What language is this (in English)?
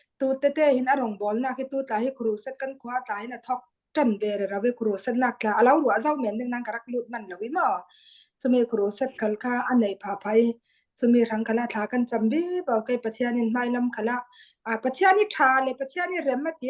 Falam Chin